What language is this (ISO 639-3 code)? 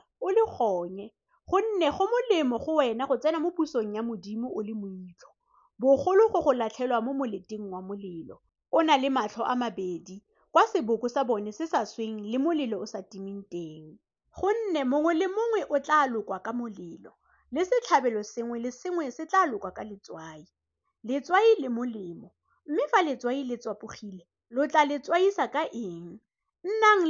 tsn